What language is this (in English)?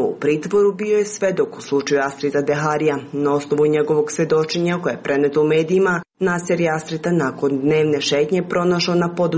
Serbian